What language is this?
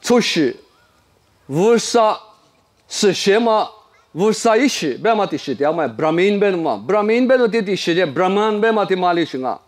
Lisu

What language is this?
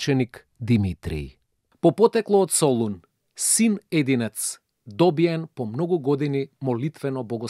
Macedonian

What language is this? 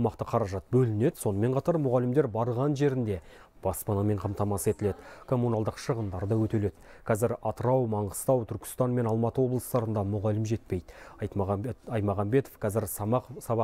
Kazakh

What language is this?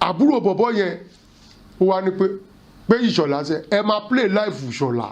Yoruba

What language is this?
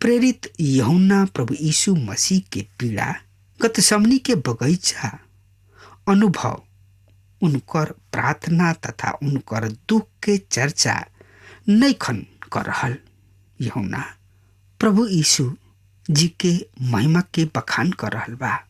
Bhojpuri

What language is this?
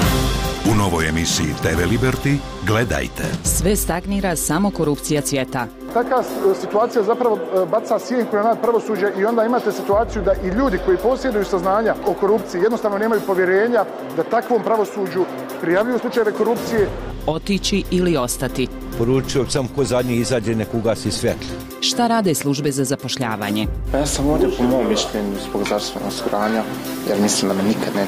Bosnian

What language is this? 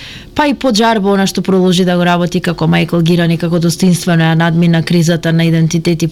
Macedonian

